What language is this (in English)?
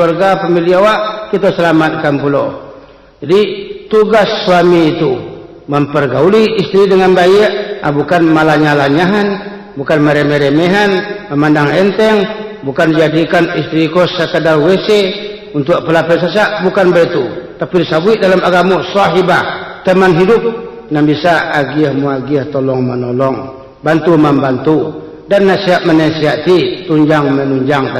Minangkabau